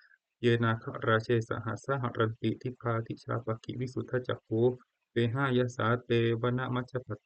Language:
Pali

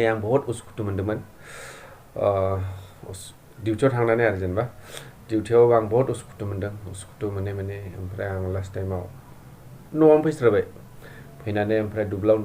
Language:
Bodo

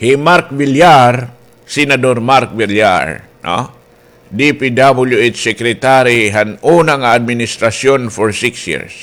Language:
Waray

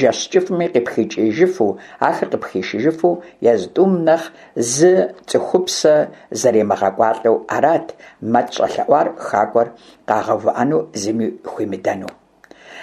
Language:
Kabardian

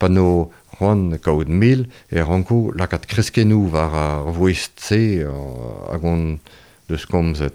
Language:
Breton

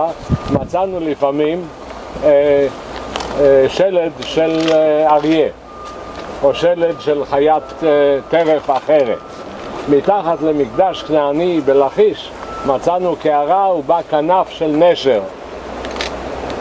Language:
Hebrew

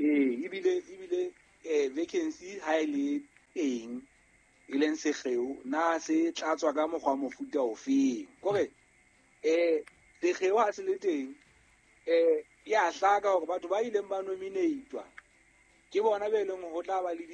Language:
Southern Sotho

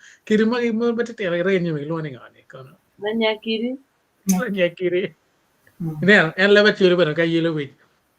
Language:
Acoli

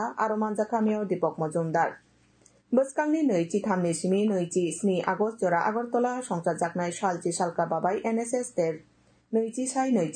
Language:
Kok Borok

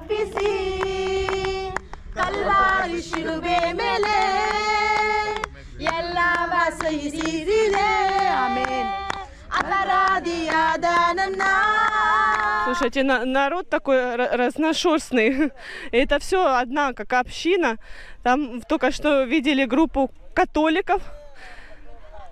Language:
Russian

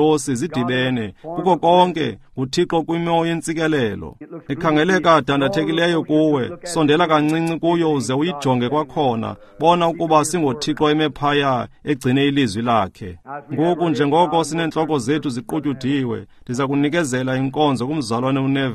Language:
Xhosa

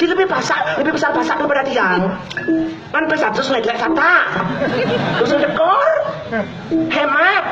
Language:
Balinese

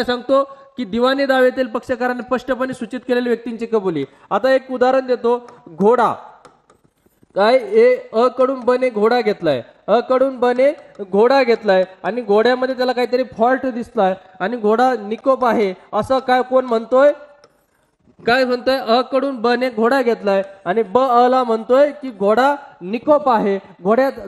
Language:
Marathi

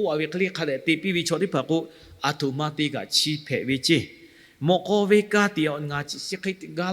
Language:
Lahu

